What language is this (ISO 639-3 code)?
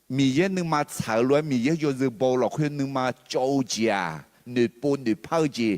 ahk